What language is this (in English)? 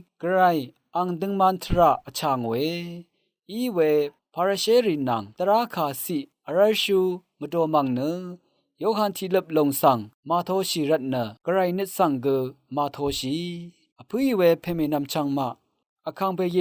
Rawang